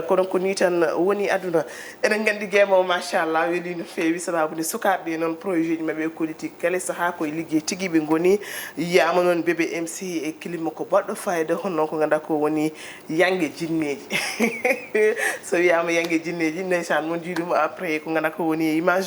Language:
Fula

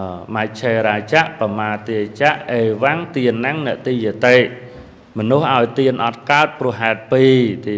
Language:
Khmer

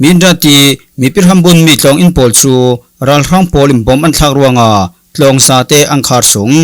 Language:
Falam Chin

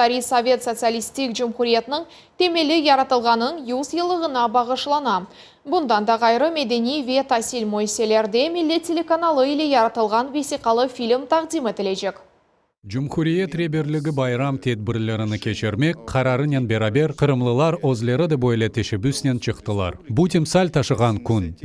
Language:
Crimean Tatar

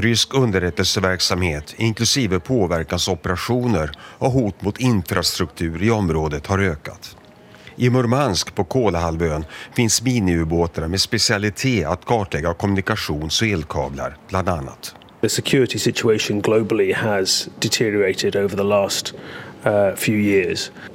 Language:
Swedish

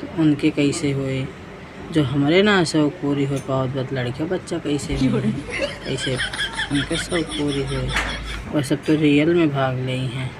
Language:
Awadhi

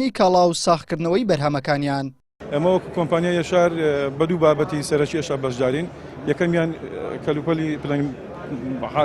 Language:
Central Kurdish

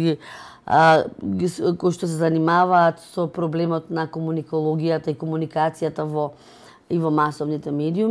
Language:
Macedonian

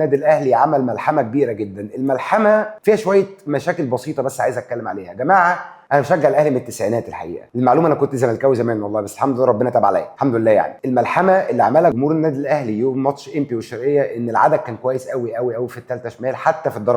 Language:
Egyptian Arabic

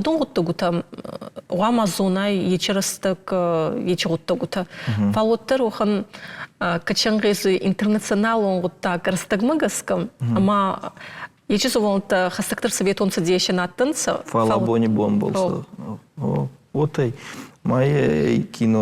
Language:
Ossetic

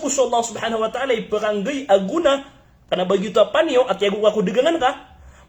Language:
Maranao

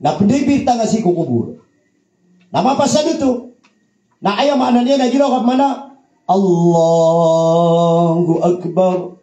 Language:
Maranao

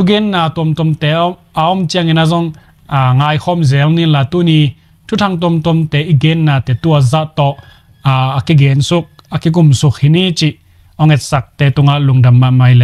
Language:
Tedim Chin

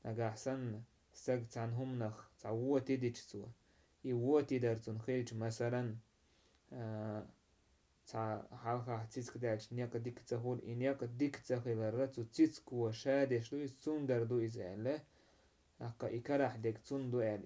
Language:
Chechen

